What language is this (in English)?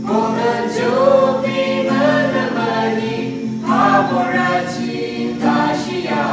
Yimchungru Naga